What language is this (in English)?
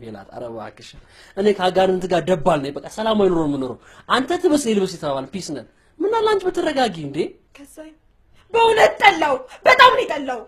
Amharic